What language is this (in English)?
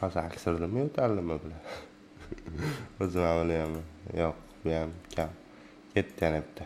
Uzbek